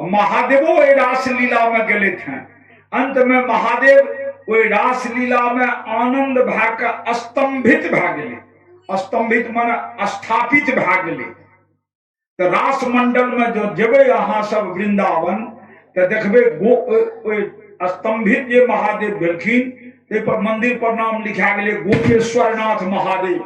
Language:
Maithili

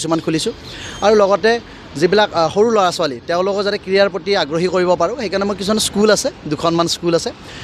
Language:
Assamese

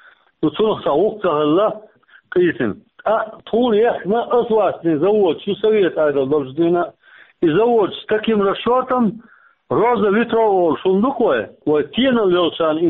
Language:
Chechen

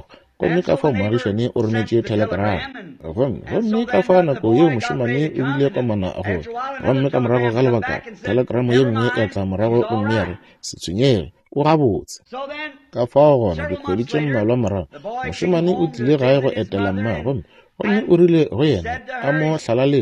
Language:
Northern Sotho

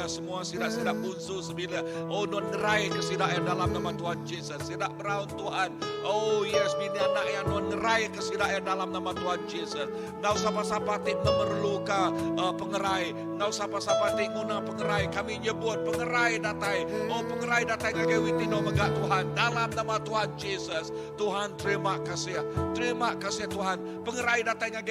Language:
Iban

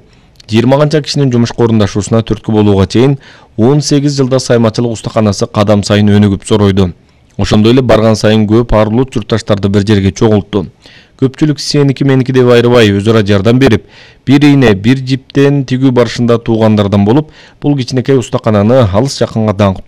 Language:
Kyrgyz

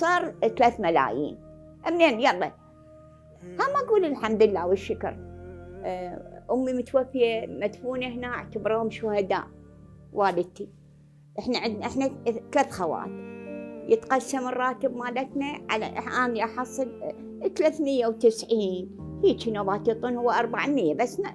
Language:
Mesopotamian Arabic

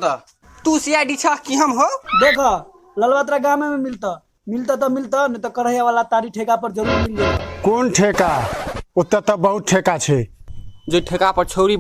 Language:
Maithili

